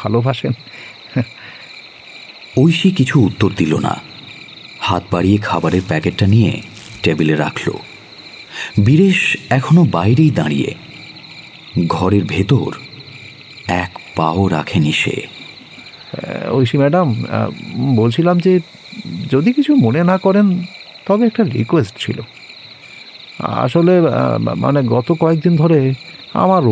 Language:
Bangla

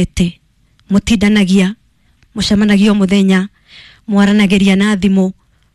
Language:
Kikuyu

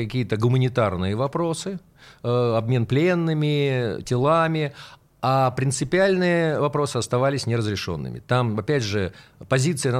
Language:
Russian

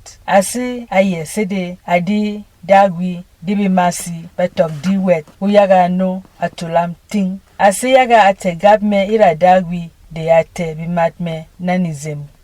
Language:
Berom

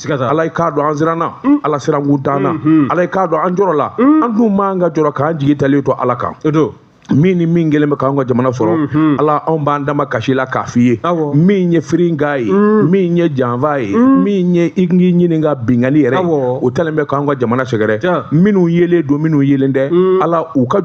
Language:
Bambara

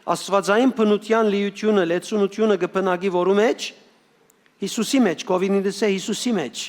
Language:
Western Armenian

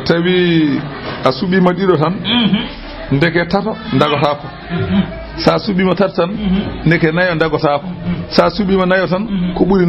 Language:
Fula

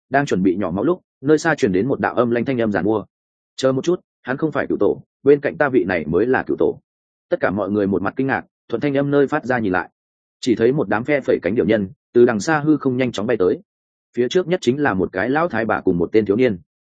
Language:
Vietnamese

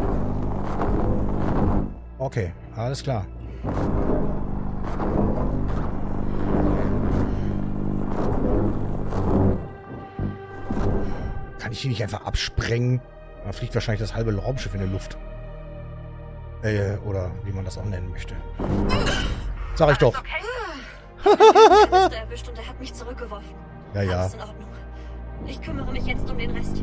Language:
German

